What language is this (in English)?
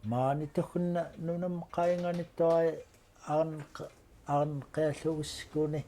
Central Yupik